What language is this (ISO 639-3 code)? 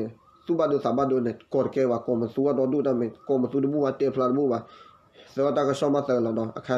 ksw